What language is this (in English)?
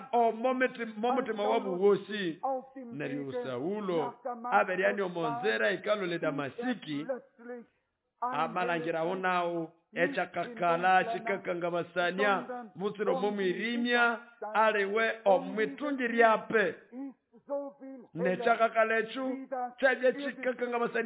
Nande